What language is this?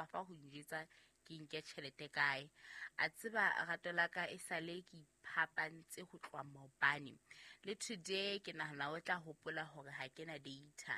Southern Sotho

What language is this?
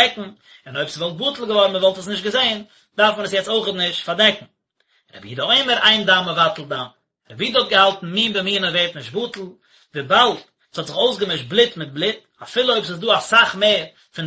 Yiddish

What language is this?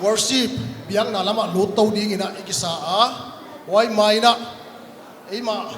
Paite Chin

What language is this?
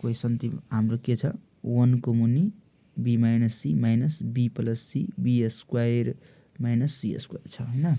Nepali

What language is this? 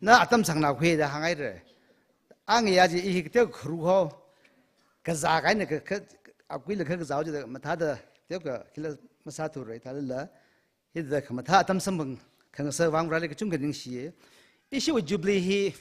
Tangkhul Naga (India)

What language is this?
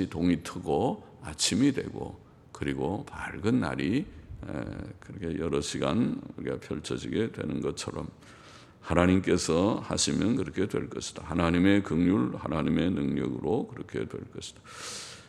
Korean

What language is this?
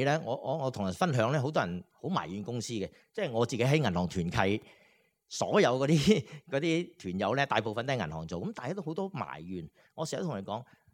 Cantonese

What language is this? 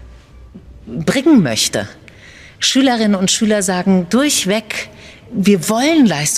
German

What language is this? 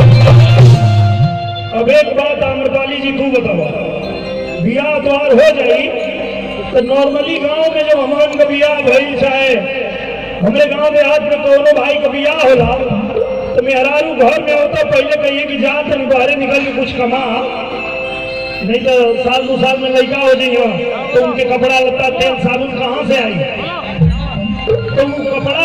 Bhojpuri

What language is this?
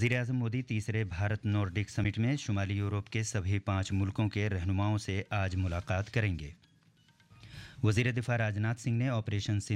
Urdu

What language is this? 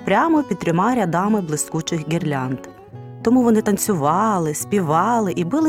Ukrainian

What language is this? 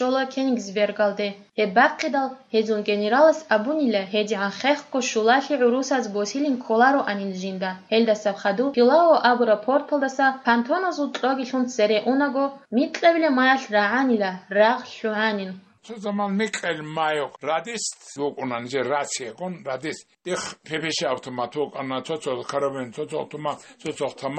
Avaric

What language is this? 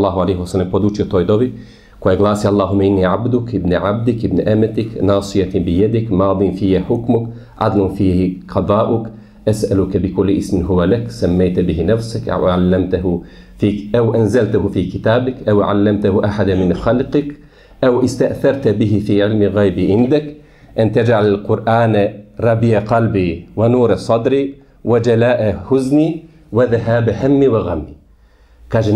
Bosnian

